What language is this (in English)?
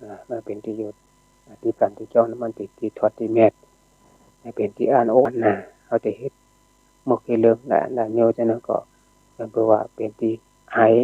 Shan